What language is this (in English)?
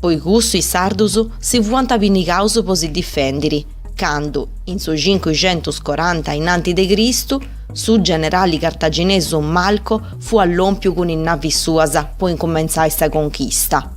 Sardinian